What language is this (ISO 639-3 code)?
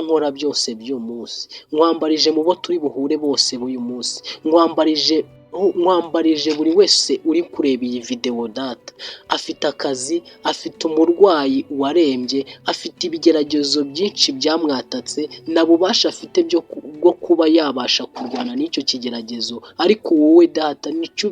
kin